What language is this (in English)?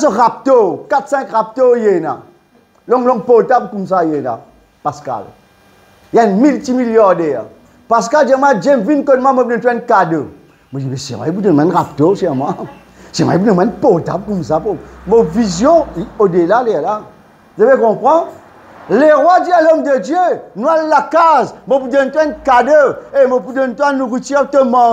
Morisyen